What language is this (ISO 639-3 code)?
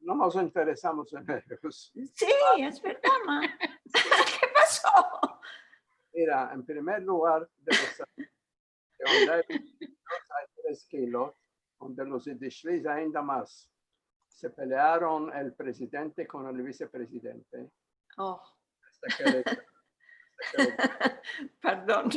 lad